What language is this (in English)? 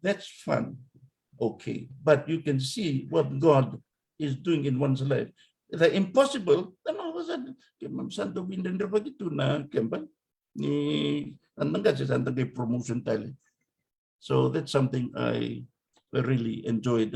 Fijian